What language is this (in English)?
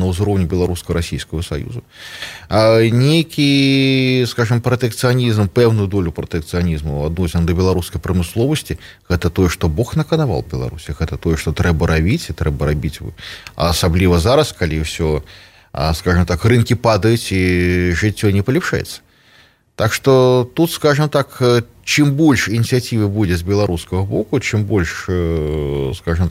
Belarusian